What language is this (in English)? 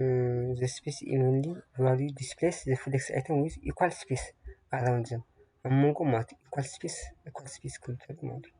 Tigrinya